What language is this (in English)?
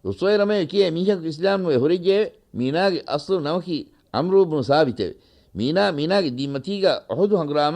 Divehi